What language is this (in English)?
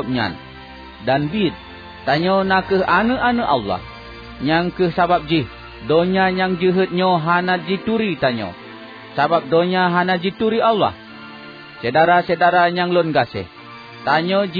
Achinese